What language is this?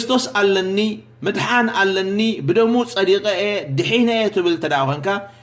Tigrinya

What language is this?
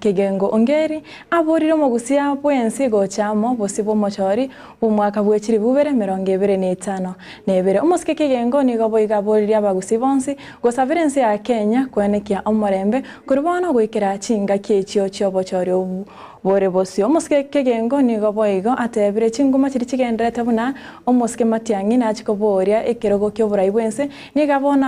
Gusii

